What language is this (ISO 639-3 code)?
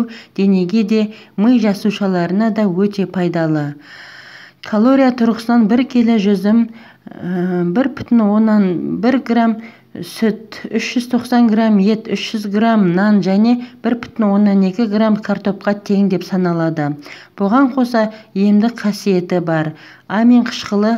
kaz